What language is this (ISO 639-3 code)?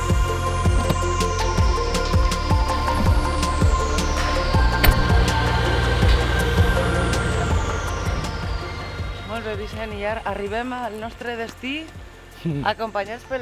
cat